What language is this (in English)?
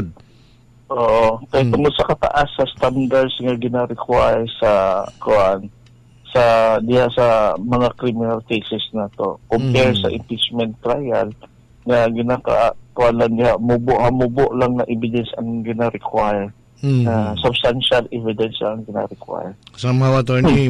Cebuano